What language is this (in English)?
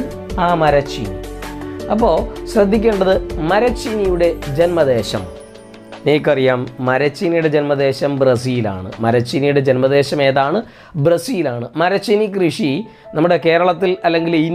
Malayalam